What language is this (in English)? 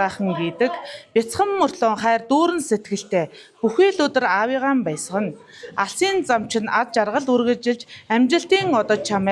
Mongolian